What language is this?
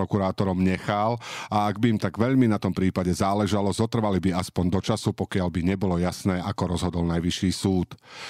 Slovak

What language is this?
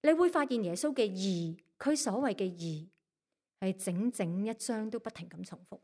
Cantonese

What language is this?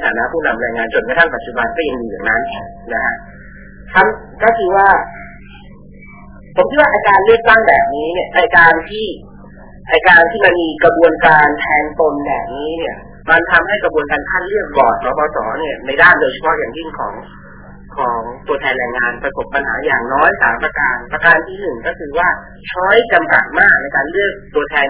Thai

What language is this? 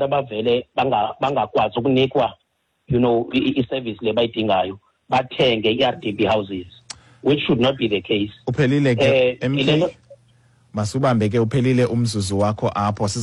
Xhosa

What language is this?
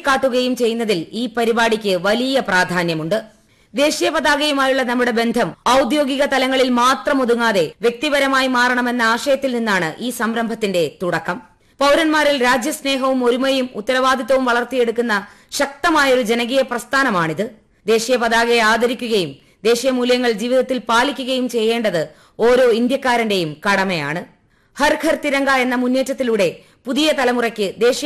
Malayalam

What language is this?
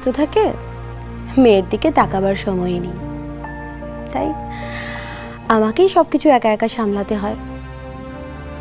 Bangla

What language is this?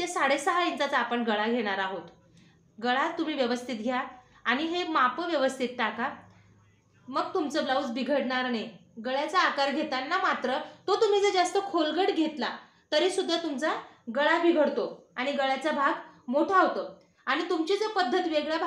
Marathi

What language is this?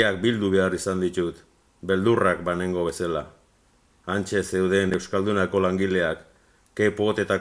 Basque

